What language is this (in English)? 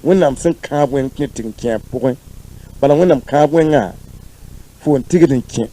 Mossi